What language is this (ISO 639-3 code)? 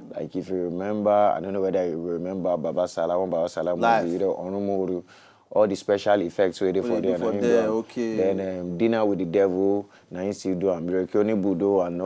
pcm